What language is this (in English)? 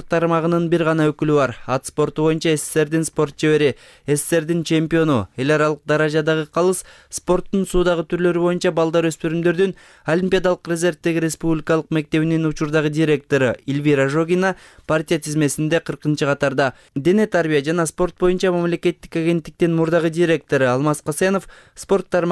Kyrgyz